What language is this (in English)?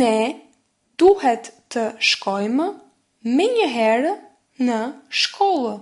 Albanian